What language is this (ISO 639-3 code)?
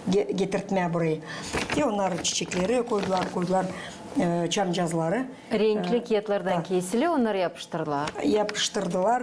gag